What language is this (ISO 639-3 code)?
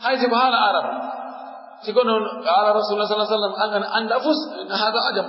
fuf